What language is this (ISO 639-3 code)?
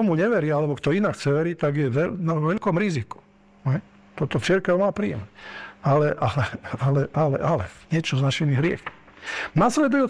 slk